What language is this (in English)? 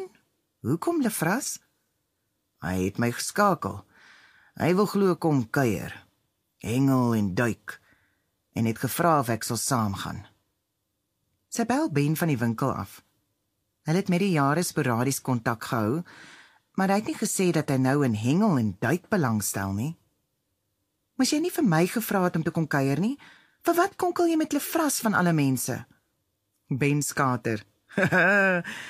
Afrikaans